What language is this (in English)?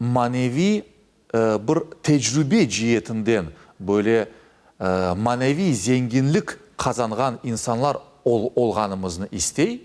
Crimean Tatar